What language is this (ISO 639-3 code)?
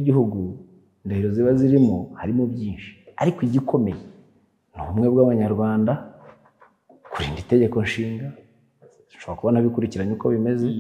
kin